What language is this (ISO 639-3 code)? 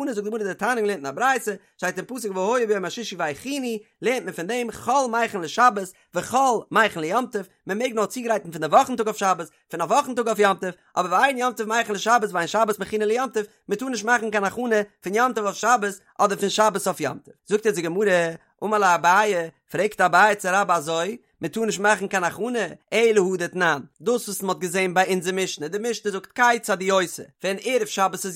yid